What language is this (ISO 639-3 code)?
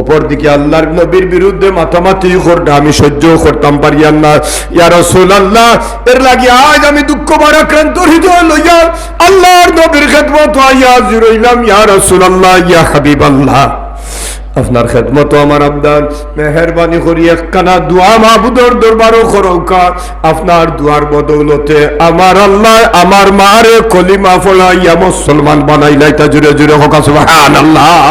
syl